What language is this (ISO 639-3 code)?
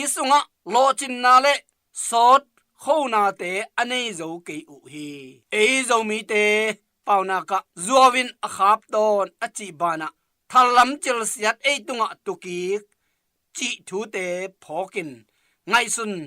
ctd